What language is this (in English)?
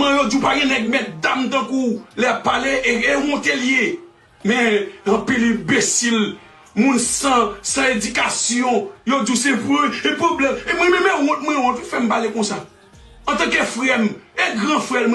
Haitian Creole